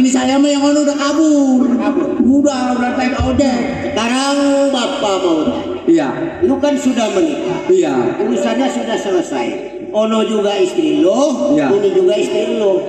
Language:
Betawi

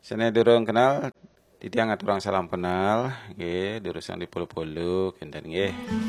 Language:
Balinese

